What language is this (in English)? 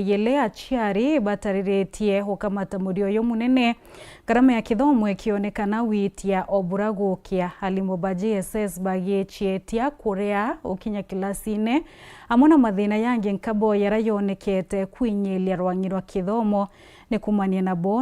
Meru